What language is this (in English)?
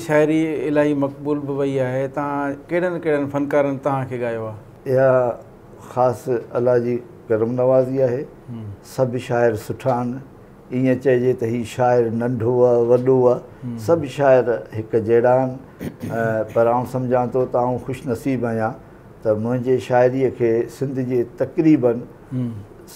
Sindhi